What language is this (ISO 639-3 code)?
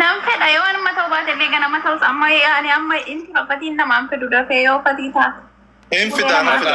orm